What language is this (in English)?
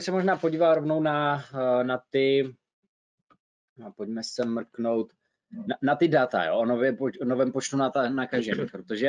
Czech